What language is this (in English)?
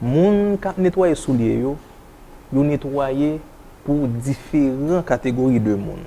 Haitian Creole